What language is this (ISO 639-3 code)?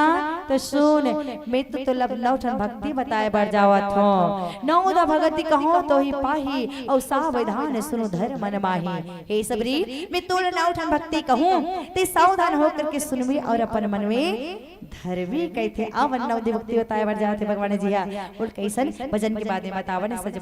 hne